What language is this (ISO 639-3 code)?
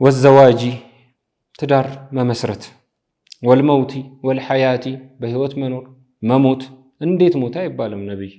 amh